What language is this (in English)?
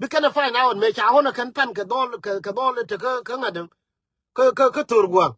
Nuer